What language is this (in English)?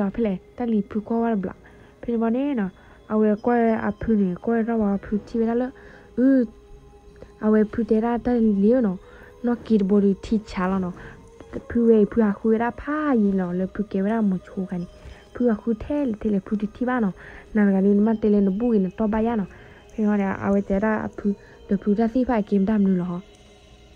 S'gaw Karen